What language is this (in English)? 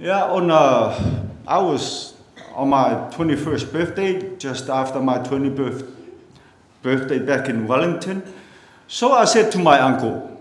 Samoan